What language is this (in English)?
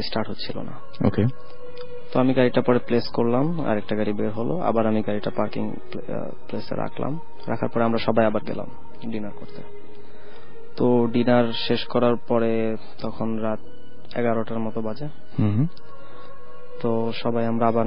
Bangla